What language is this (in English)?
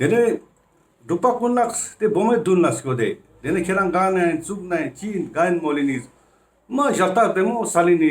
Ladakhi